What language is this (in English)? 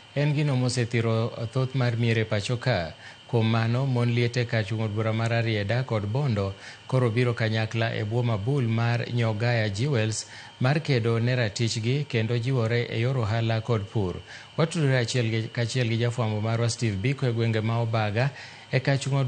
Luo (Kenya and Tanzania)